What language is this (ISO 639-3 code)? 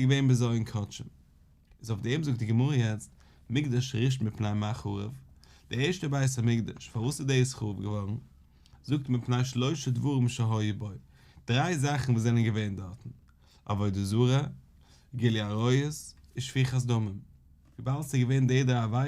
yid